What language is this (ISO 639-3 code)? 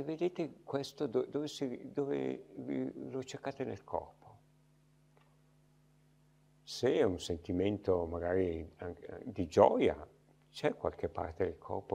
ita